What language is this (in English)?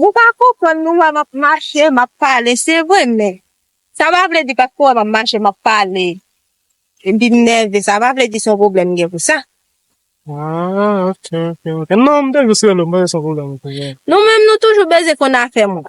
Haitian Creole